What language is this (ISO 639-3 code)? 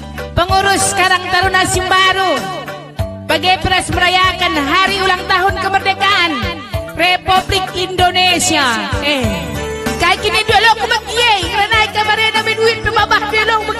btx